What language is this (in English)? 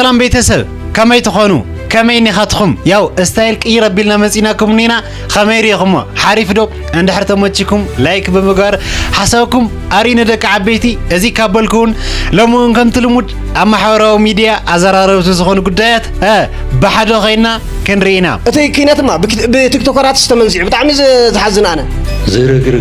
Tigrinya